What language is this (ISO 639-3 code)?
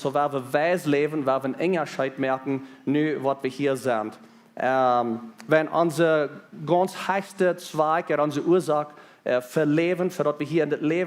pdt